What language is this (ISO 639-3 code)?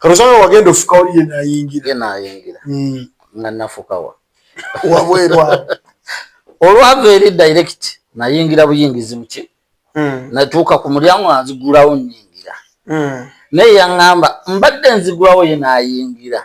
lug